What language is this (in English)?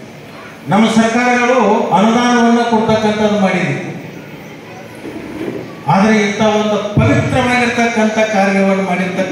Kannada